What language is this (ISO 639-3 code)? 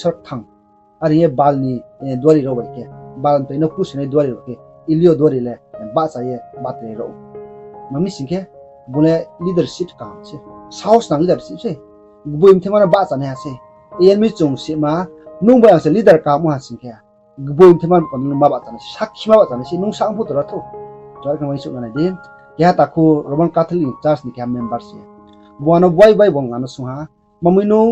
ria